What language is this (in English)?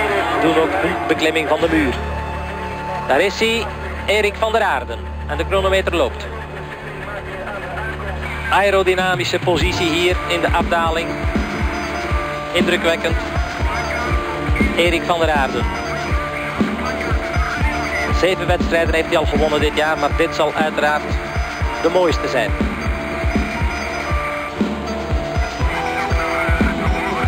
Dutch